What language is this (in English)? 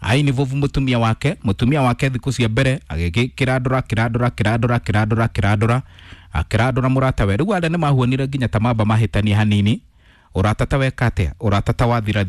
Kikuyu